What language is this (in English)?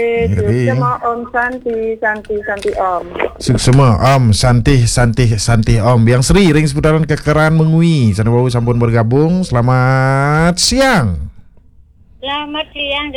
Balinese